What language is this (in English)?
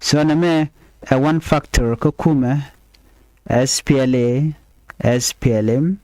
Nuer